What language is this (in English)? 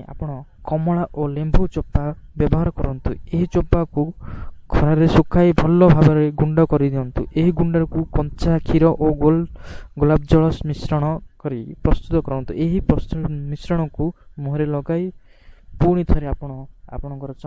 Odia